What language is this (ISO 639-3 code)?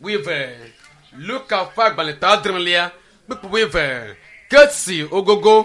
ewe